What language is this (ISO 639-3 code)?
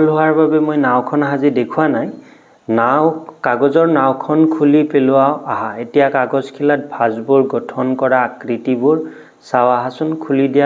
asm